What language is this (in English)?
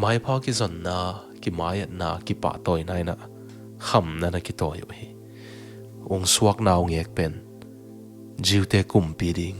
Tedim Chin